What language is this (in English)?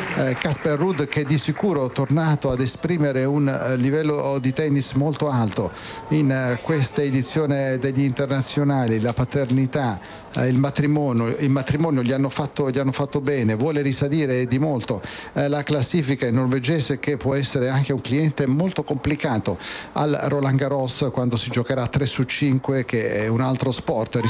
Italian